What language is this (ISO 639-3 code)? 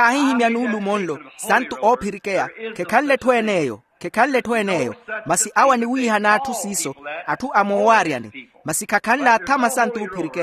vmw